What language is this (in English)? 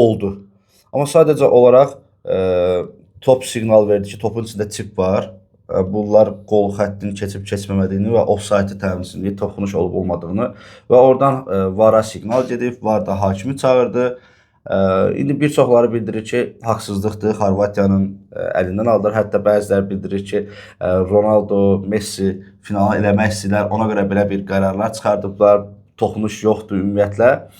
Azerbaijani